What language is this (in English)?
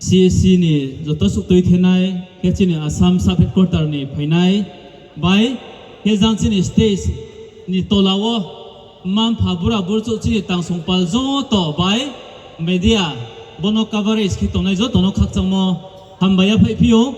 Riang (India)